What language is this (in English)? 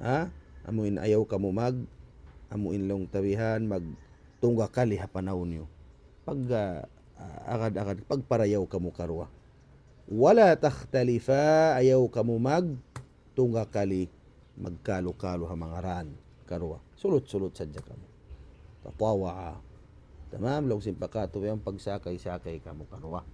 Tausug